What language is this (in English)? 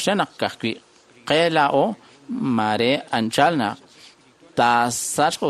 Kekchí